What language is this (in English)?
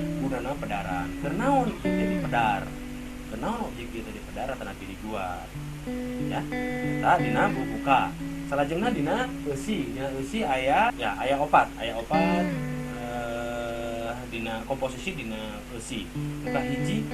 Sundanese